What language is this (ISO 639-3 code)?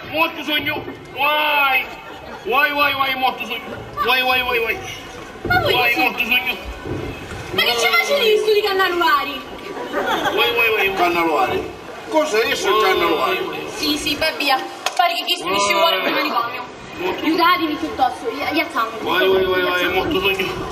scn